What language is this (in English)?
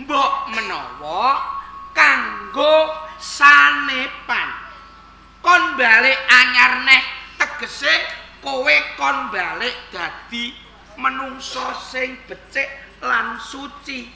Javanese